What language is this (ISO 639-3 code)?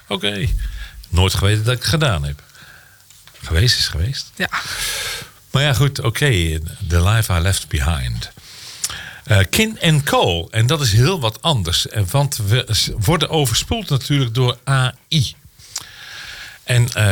nld